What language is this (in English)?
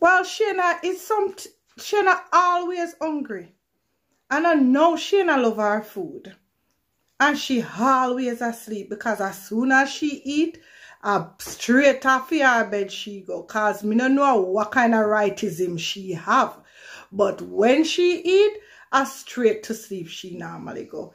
Jamaican Creole English